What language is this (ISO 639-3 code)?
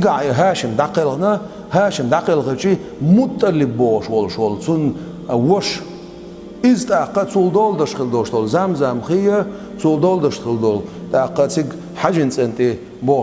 che